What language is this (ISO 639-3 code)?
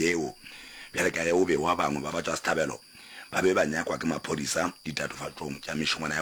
nso